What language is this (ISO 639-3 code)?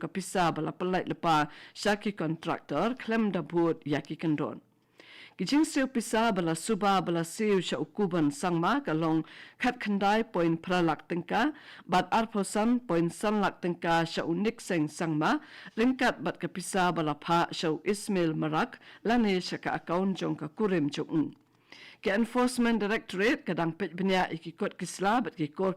kha